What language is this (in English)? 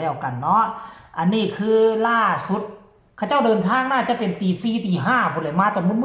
Northeastern Thai